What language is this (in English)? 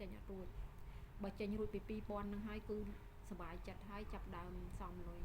Khmer